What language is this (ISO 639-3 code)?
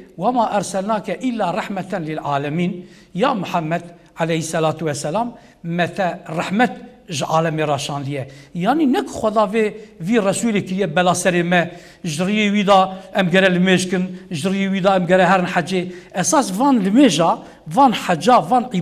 kur